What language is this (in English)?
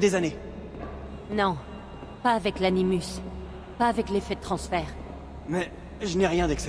French